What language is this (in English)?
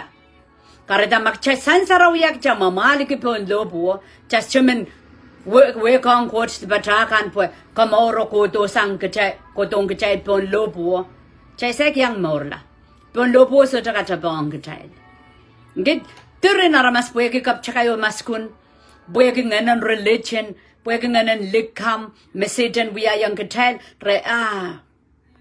Pohnpeian